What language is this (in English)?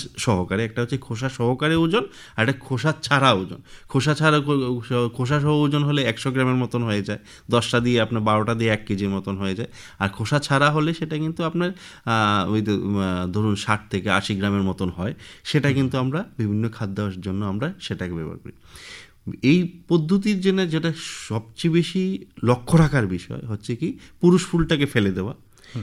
Bangla